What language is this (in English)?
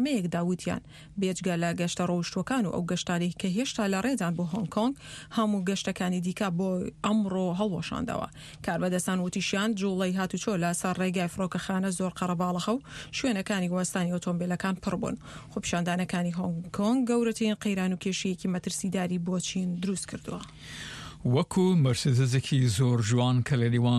Central Kurdish